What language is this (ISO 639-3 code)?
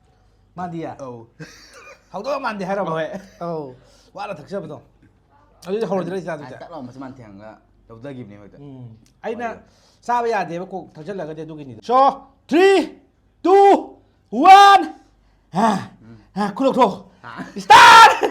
mni